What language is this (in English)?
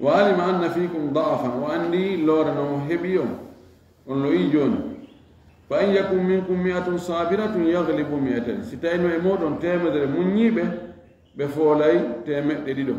Fula